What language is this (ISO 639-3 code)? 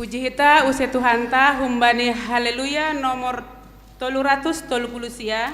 bts